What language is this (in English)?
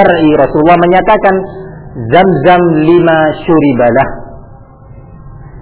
Indonesian